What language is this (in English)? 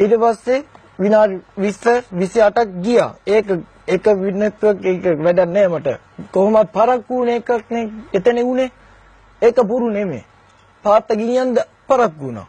Sinhala